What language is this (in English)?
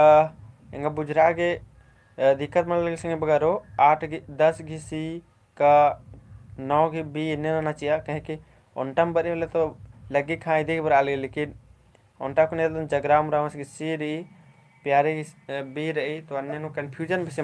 Kurukh